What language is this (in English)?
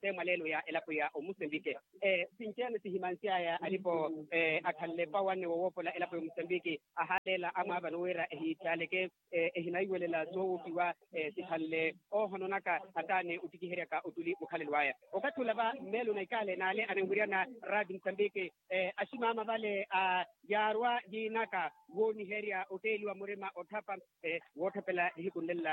Makhuwa